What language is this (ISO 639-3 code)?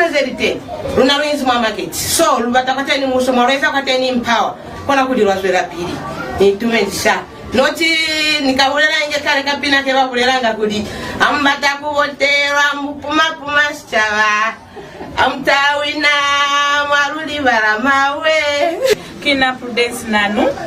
loz